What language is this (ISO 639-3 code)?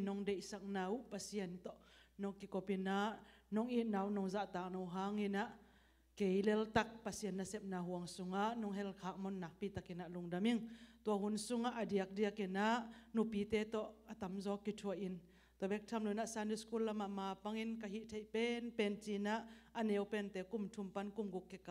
ctd